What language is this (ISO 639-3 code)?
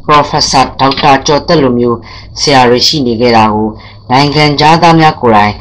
mya